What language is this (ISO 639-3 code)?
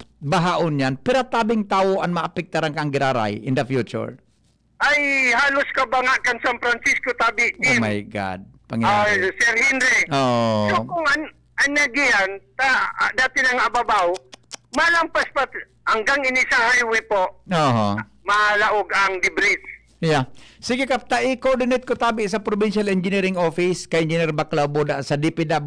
bik